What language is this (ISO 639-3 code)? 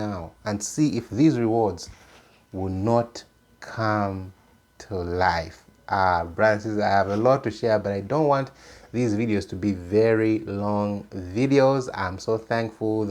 eng